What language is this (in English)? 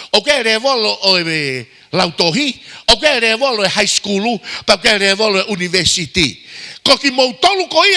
Tongan